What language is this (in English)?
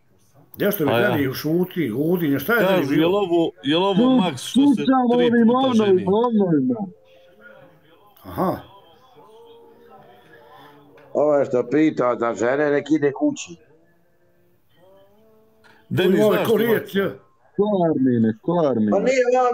Bosnian